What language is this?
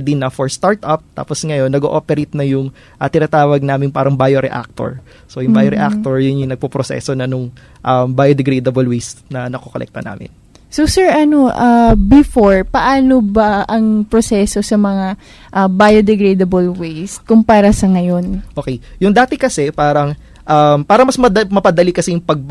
Filipino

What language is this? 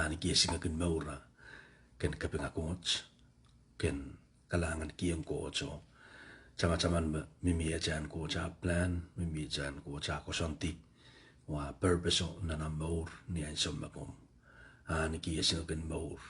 Pohnpeian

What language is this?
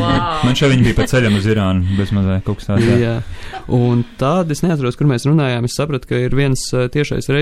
Latvian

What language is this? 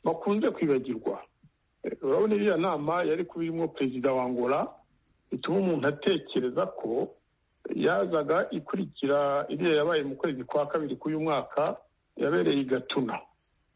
Kinyarwanda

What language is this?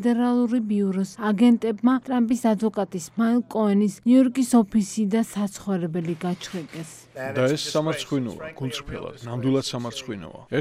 Georgian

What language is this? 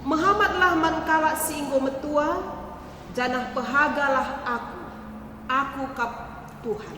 Batak Karo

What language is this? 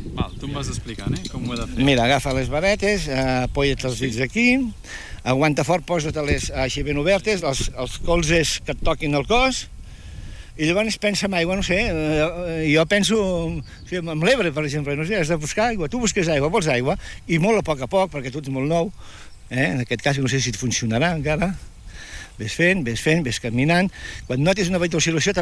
Catalan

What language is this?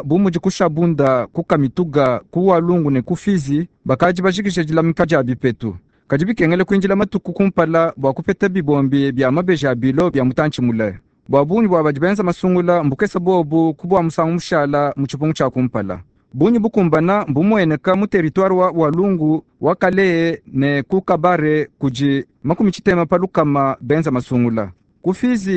Luba-Lulua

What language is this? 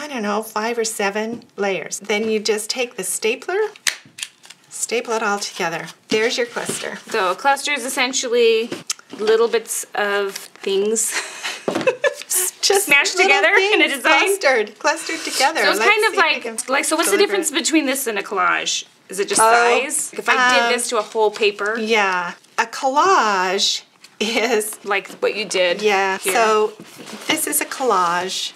English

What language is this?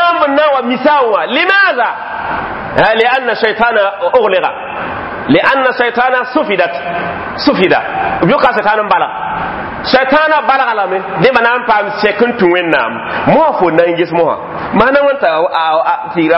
Mossi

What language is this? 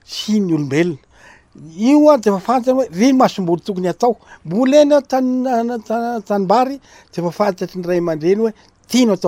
Malagasy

